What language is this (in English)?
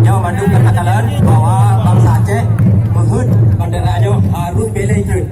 Achinese